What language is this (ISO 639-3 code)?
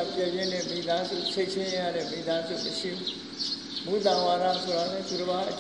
mya